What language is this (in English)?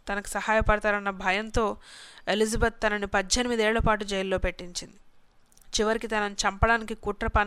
Telugu